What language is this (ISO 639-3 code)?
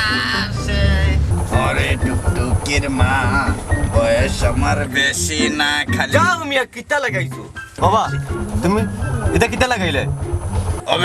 syl